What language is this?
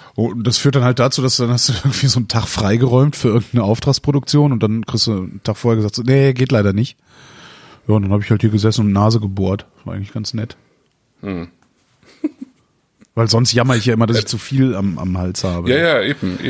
German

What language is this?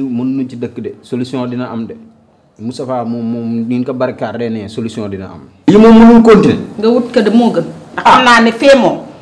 Wolof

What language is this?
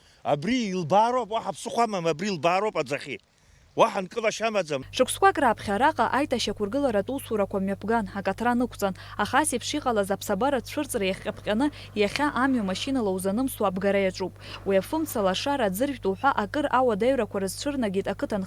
Abkhazian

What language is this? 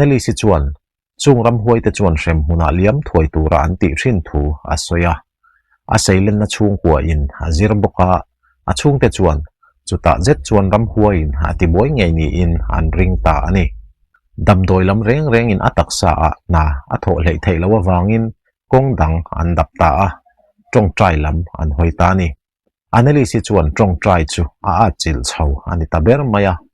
Mizo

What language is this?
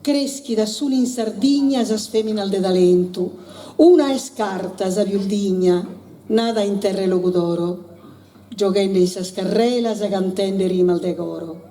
Sardinian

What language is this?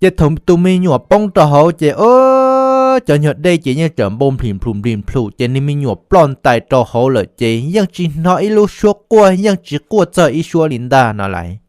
Hmong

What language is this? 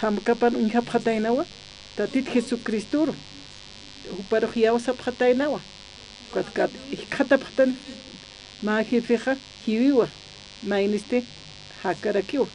Aymara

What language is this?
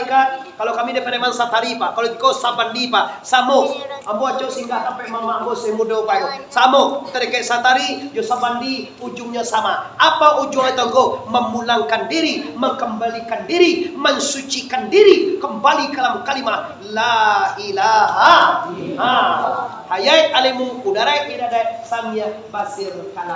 Minangkabau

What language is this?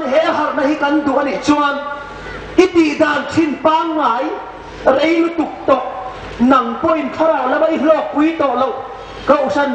Hmar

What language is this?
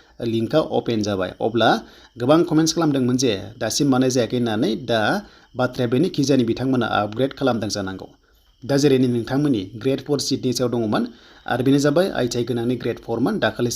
Bodo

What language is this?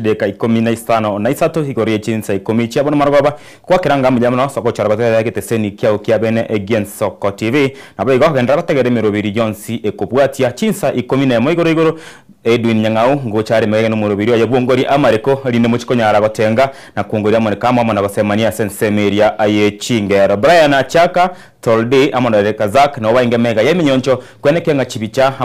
Gusii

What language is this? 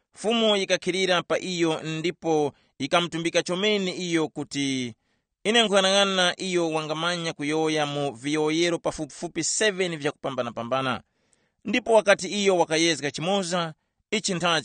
Tumbuka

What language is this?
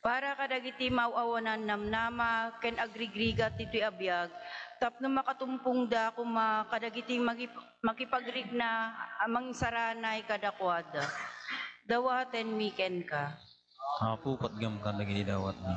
Iloko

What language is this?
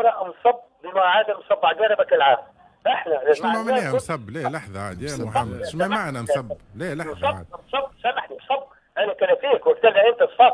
Tunisian Arabic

